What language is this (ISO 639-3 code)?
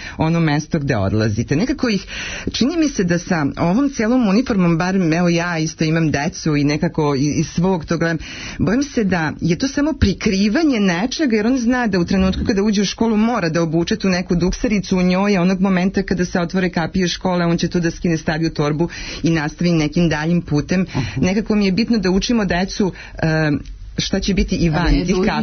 srp